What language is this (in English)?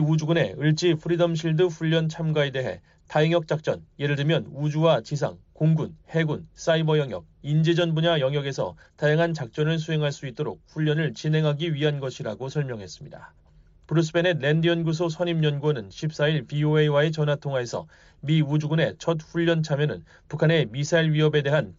Korean